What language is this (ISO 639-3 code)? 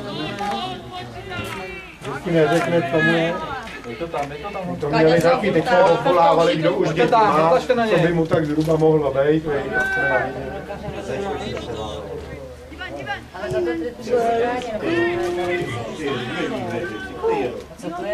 ces